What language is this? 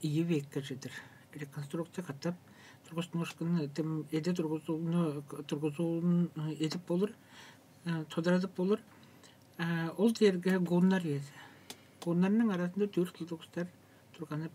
Tuvinian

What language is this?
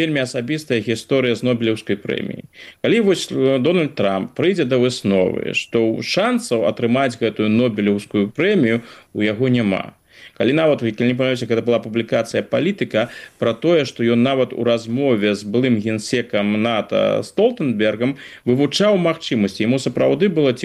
Belarusian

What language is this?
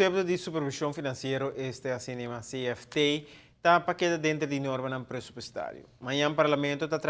Papiamento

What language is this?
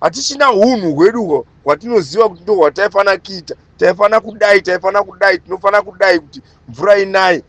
Shona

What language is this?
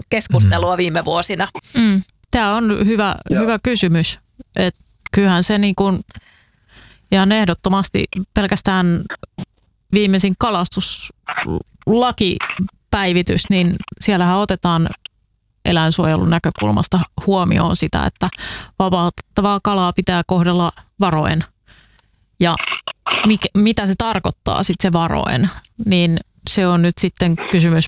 Finnish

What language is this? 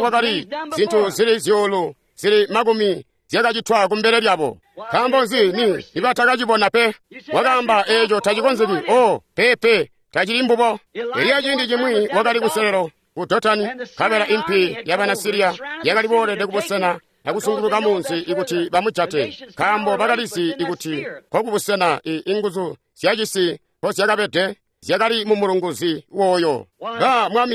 Tonga (Zambia)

